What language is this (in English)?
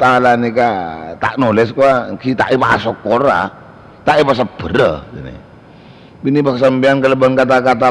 Madurese